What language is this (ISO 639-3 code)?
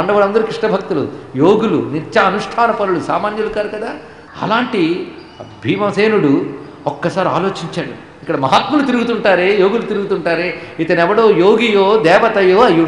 tel